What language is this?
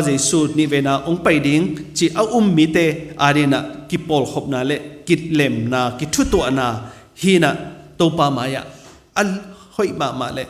Tedim Chin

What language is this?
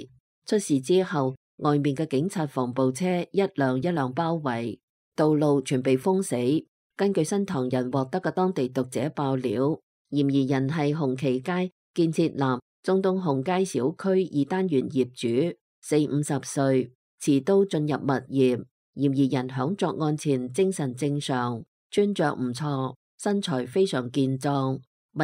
Cantonese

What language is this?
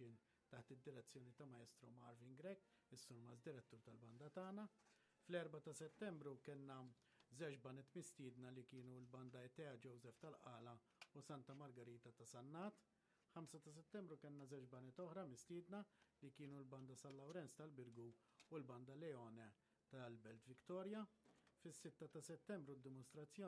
Maltese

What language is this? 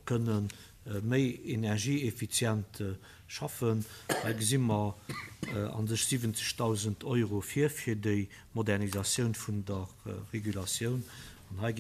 Luxembourgish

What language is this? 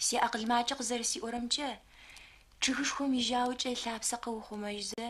Adyghe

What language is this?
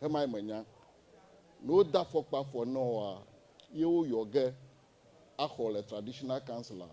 Ewe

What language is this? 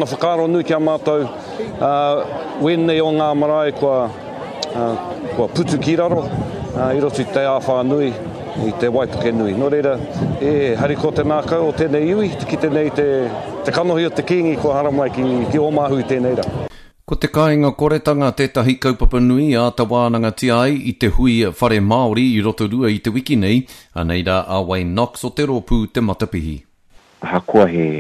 Māori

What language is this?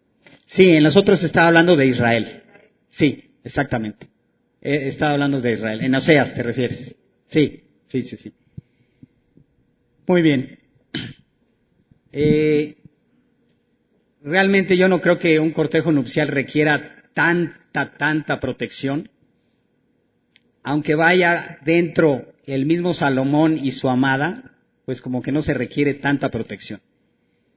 Spanish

